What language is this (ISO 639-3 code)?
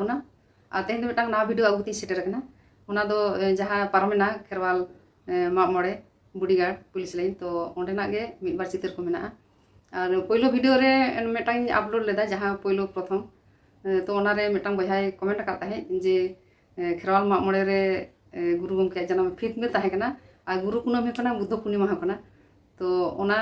sat